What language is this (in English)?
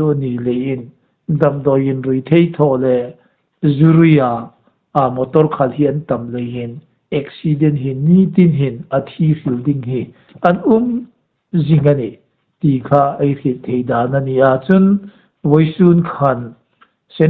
Hmar